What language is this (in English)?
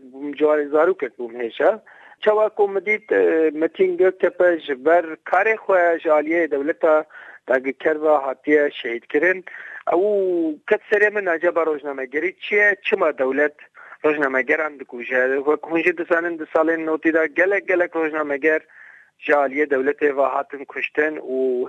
Kurdish